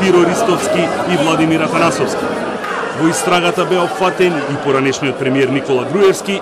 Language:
Macedonian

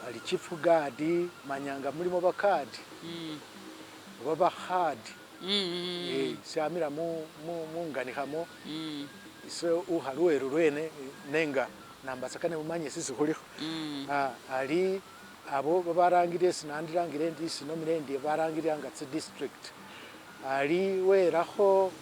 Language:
Masaaba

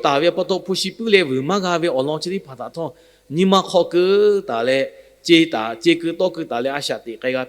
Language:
Lahu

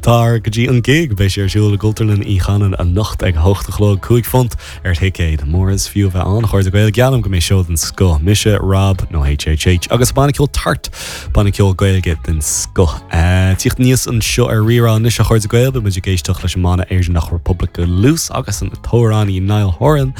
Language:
Irish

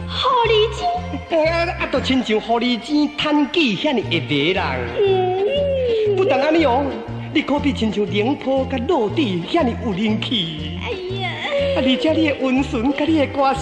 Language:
Min Nan Chinese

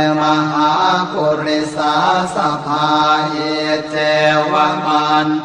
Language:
Pali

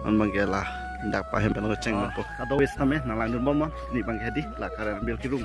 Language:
Karbi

